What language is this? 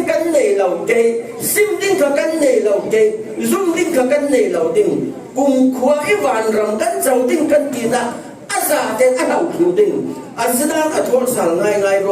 Falam Chin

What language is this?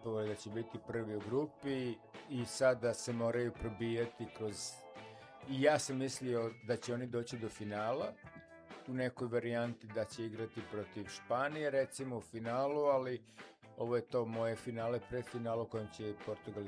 Serbian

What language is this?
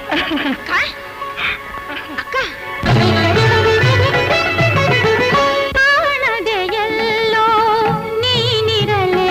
Kannada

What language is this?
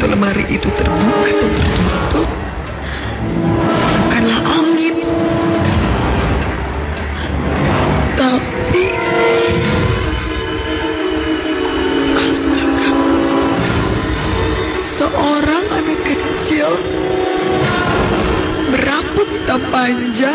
Indonesian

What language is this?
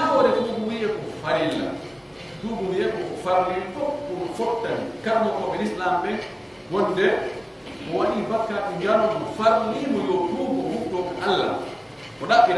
Pular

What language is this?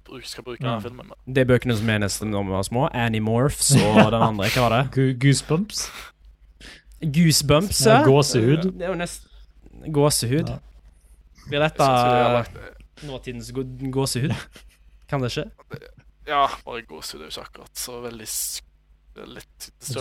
Norwegian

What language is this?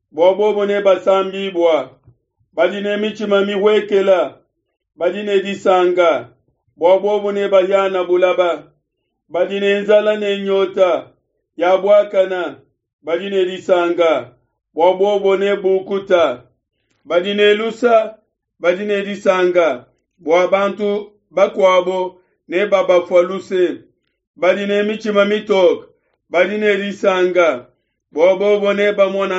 Luba-Lulua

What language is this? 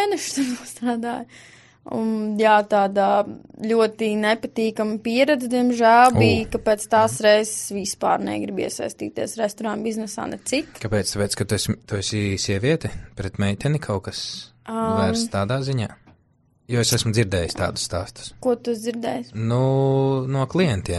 Latvian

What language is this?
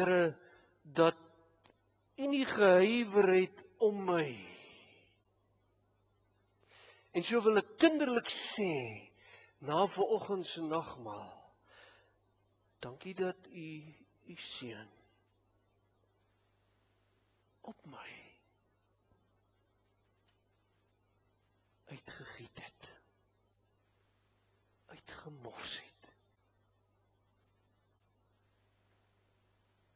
Afrikaans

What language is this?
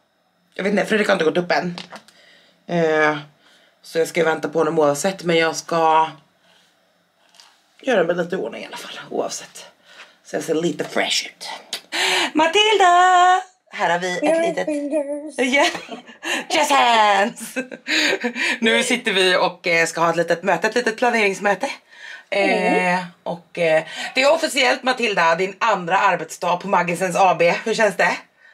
Swedish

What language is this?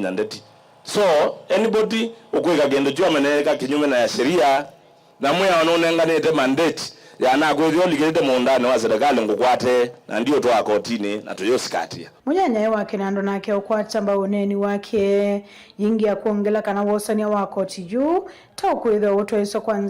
Kamba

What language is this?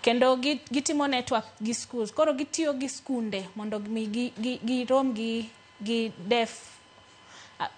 Luo (Kenya and Tanzania)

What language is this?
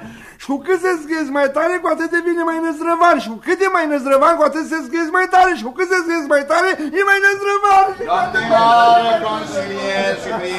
Romanian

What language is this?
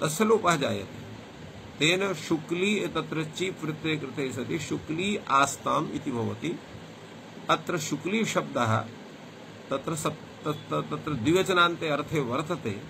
Sanskrit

